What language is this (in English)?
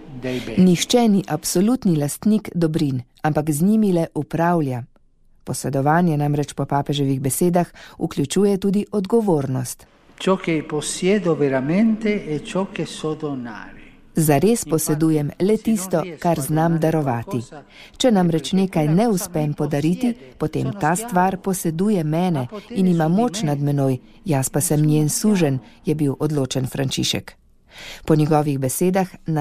Slovenian